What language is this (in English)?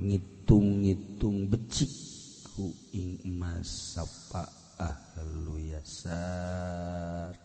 Sundanese